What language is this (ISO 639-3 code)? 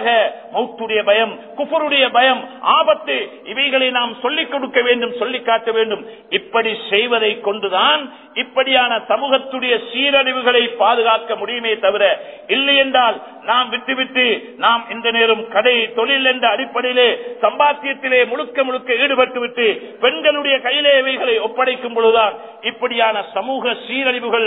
tam